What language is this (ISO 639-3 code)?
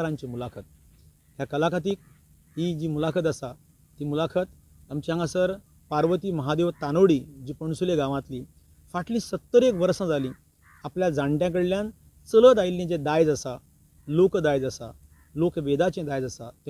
kok